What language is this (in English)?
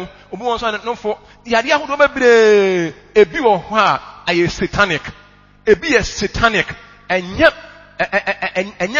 Akan